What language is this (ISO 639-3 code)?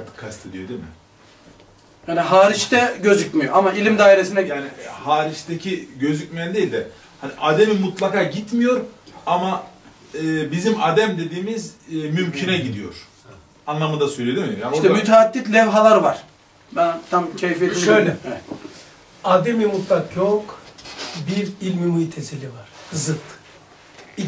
tur